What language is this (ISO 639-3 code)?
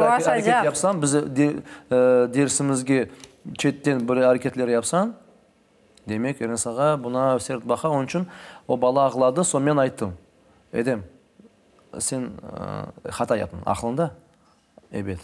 crh